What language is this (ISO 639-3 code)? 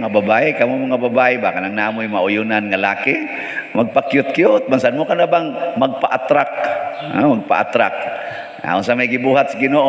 ceb